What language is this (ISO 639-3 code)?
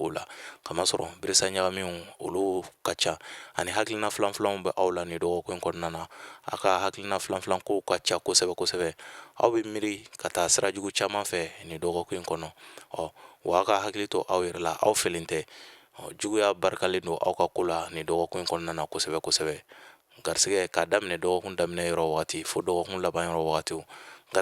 bam